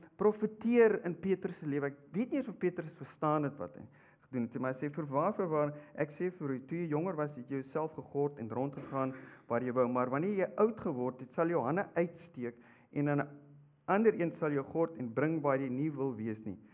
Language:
Afrikaans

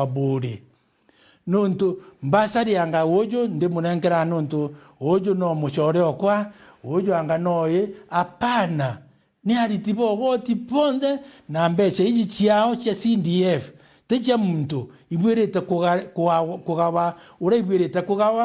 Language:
Meru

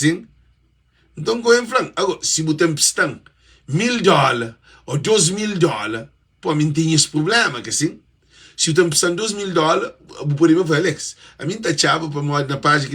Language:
Kabuverdianu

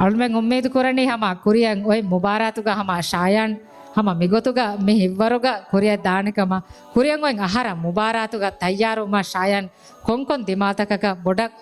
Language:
Divehi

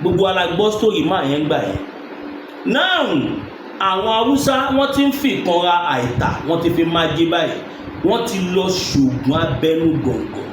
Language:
Yoruba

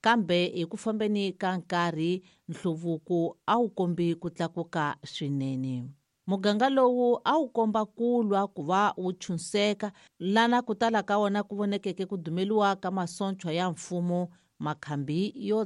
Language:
Tsonga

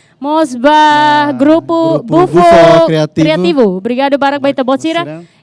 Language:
Tetum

